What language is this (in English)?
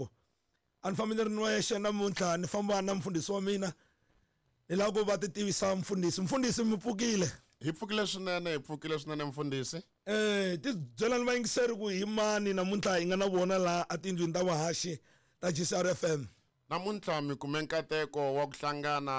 Tsonga